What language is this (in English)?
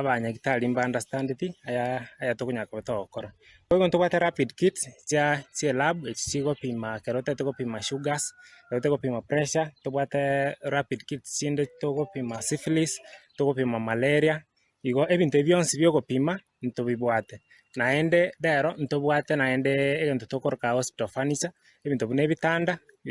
Gusii